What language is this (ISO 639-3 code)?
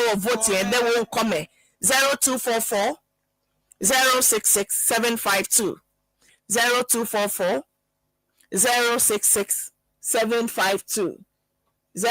ewe